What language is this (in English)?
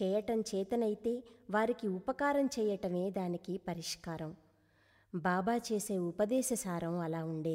Telugu